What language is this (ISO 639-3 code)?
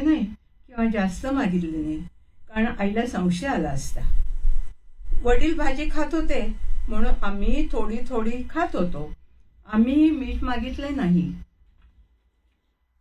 mar